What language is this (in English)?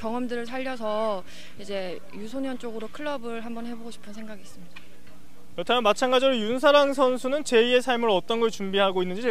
Korean